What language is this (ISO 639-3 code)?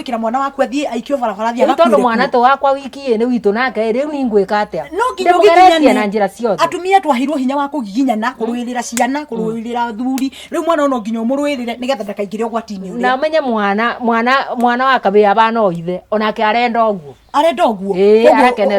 kik